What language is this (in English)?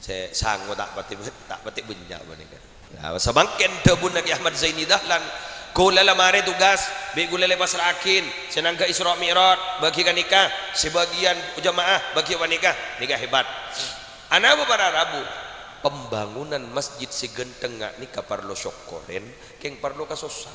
Madurese